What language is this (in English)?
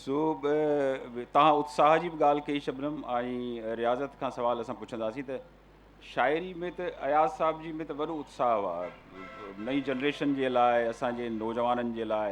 Sindhi